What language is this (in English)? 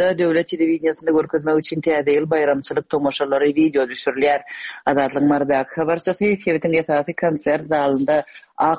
Turkmen